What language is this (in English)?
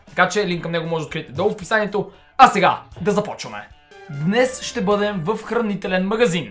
Bulgarian